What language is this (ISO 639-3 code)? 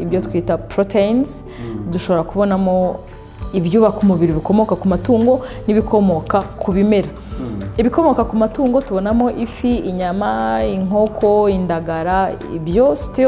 kin